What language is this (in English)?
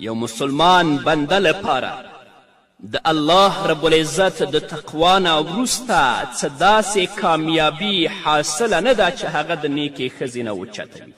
Pashto